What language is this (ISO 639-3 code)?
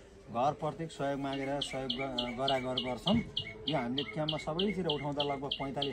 nep